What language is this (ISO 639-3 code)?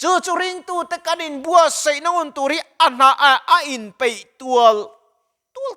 lus